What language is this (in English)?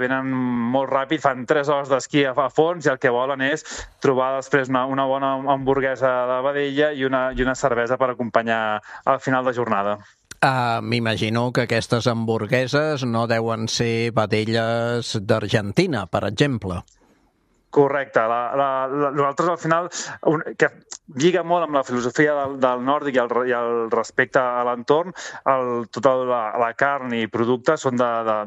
Catalan